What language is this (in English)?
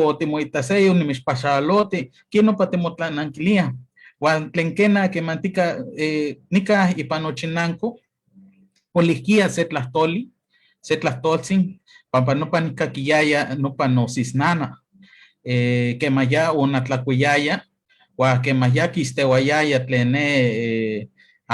Eastern Huasteca Nahuatl